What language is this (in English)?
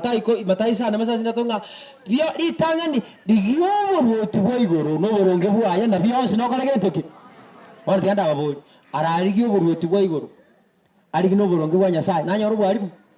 Gusii